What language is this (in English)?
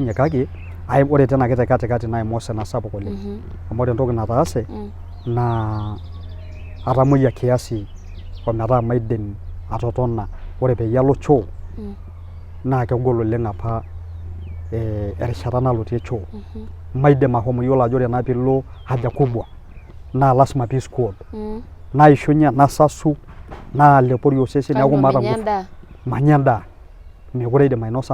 Masai